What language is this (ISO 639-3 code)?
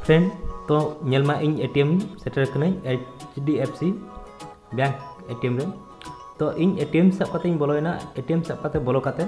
sat